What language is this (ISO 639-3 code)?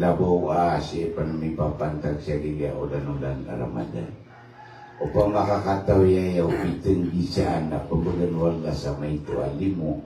mrw